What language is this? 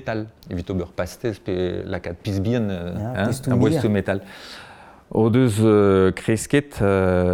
Breton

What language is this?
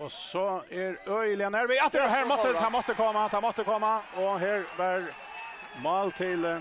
Faroese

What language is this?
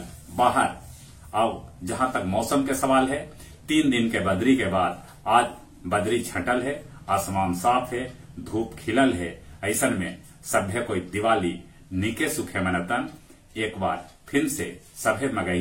Magahi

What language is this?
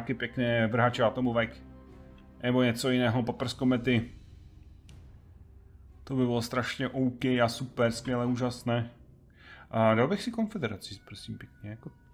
Czech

